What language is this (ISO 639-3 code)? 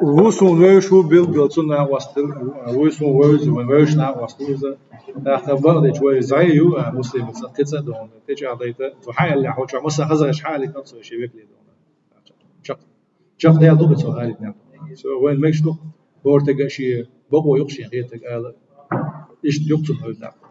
che